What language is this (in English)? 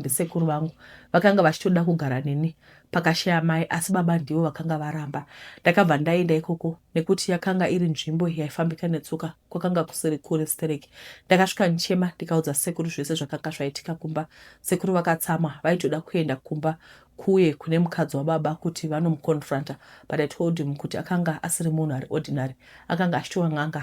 Shona